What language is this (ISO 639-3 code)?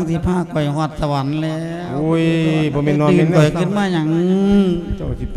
lao